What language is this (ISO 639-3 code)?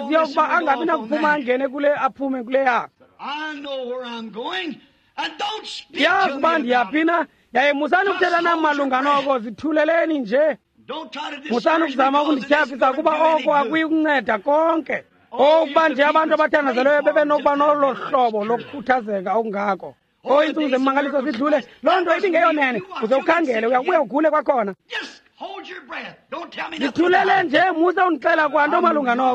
xho